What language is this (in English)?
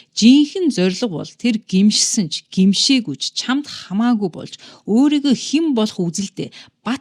Mongolian